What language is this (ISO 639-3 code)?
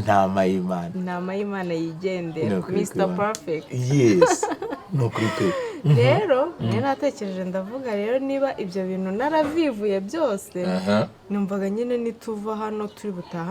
kin